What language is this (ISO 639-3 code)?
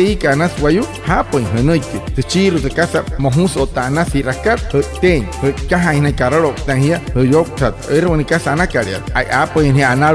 guc